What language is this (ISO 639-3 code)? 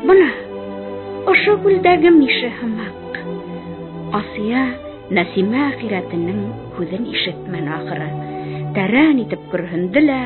bak